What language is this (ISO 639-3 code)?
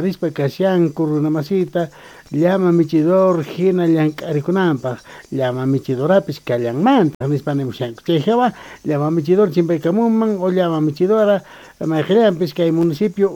quh